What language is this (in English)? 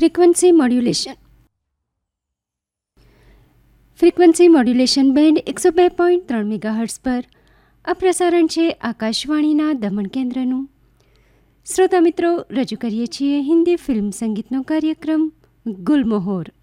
Gujarati